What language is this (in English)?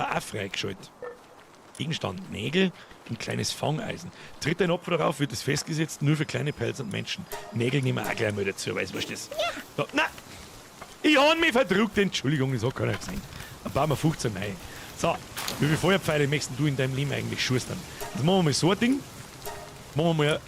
Bavarian